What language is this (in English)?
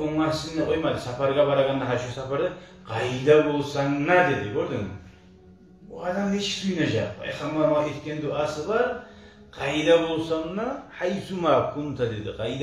Kumyk